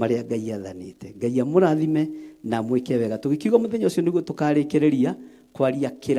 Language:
Kikuyu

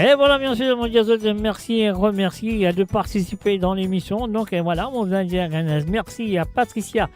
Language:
Morisyen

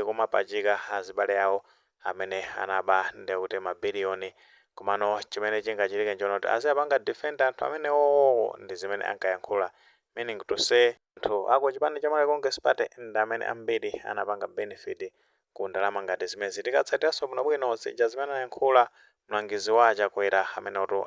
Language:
Nyanja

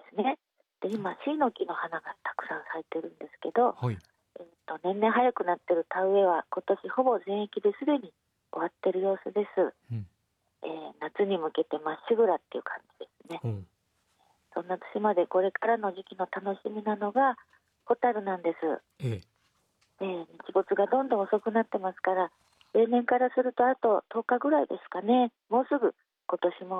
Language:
Japanese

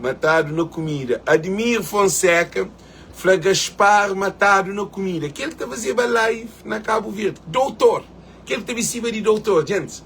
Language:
Kabuverdianu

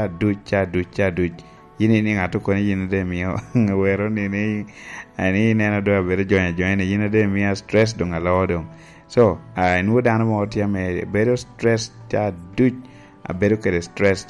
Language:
Lango (Uganda)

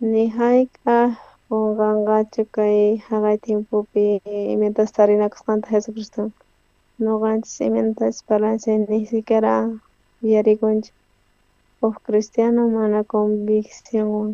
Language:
South Bolivian Quechua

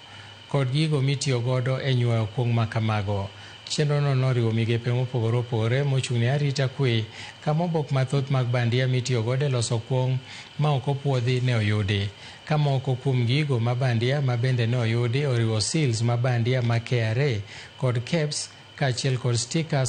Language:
Luo (Kenya and Tanzania)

